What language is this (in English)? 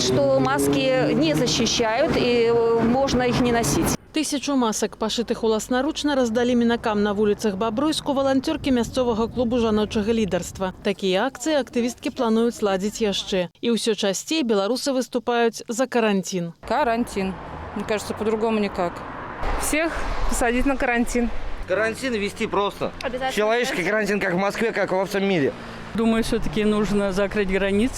Belarusian